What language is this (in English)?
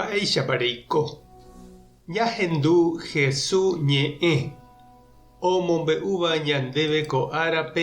Guarani